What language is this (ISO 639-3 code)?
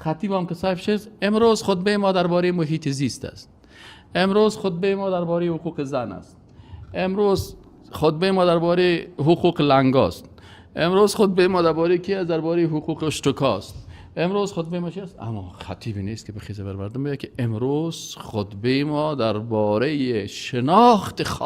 fas